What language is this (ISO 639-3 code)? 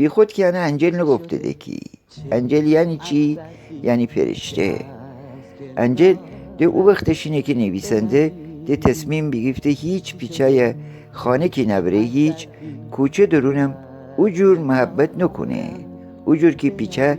glk